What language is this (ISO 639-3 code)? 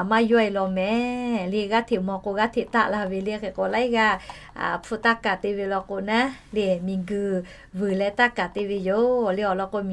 lhu